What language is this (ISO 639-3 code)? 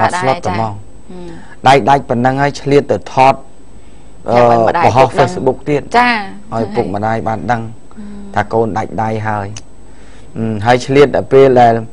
khm